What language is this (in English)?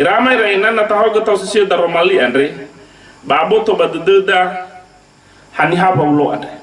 Nias